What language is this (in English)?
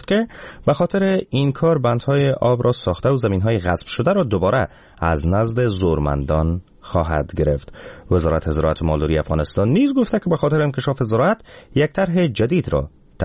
Persian